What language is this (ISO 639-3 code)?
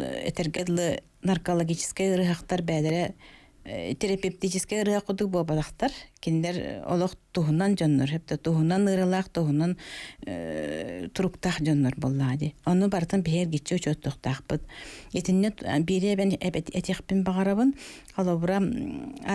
sah